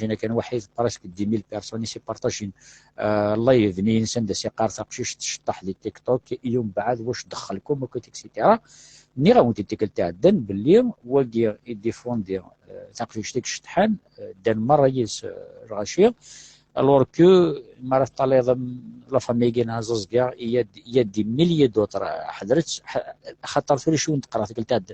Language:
Kabyle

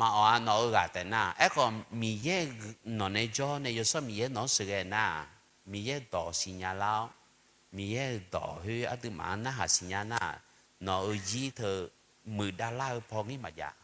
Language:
Akha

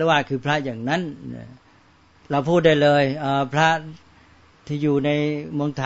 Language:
Thai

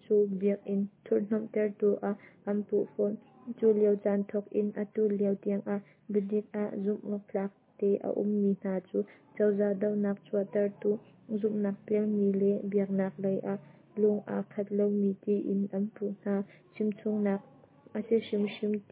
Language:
Hakha Chin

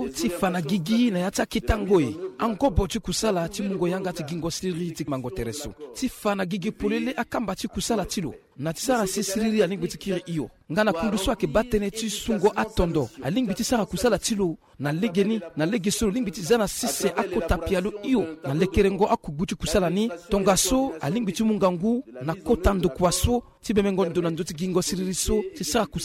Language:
Sango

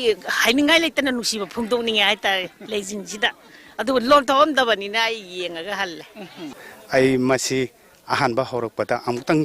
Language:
Manipuri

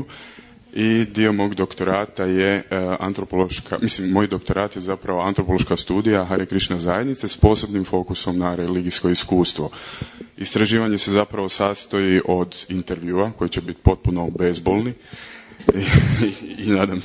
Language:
Croatian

